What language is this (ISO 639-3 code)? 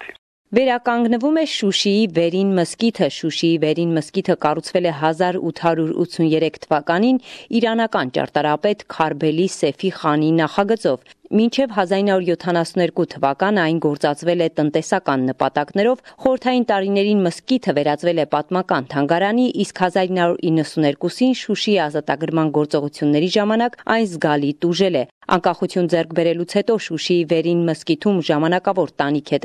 hye